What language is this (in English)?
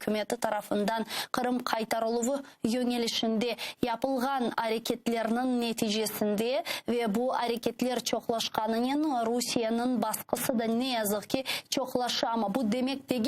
Crimean Tatar